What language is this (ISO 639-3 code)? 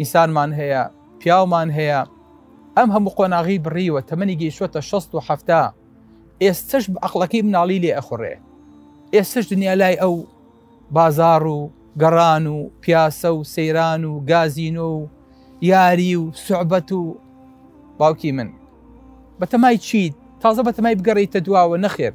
ckb